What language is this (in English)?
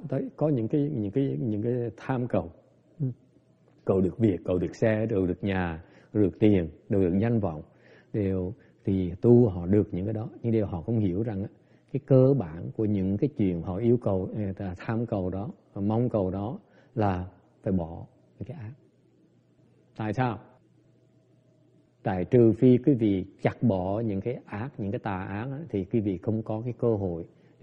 Vietnamese